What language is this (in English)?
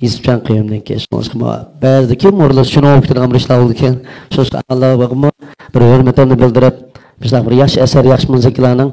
Uyghur